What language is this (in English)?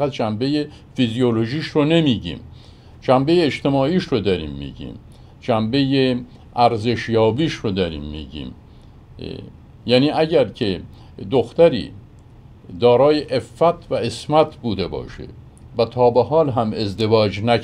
Persian